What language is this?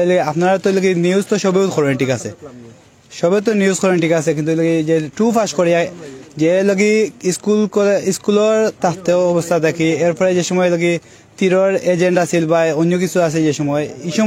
Sylheti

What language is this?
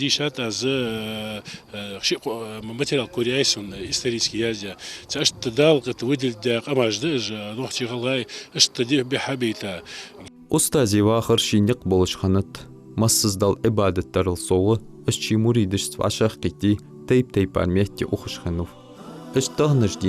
Ingush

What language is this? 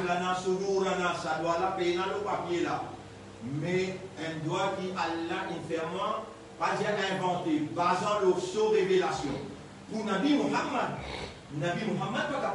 Morisyen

